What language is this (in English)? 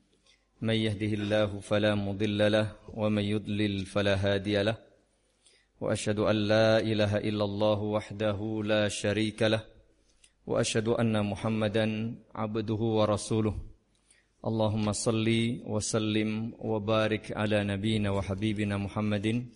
Indonesian